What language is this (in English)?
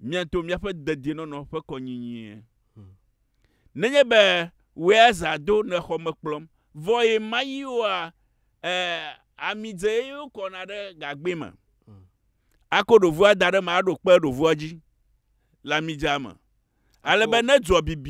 Ewe